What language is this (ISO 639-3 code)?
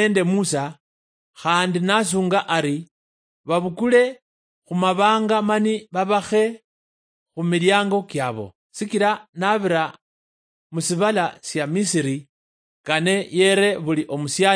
luy